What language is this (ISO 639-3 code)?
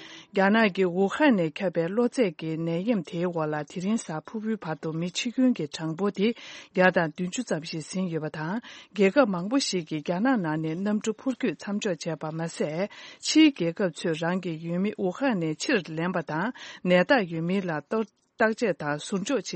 bod